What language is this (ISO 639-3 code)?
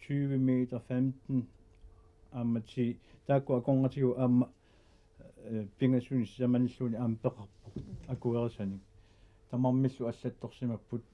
kal